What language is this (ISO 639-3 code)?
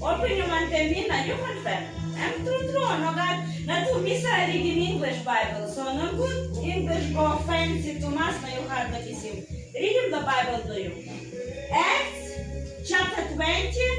tpi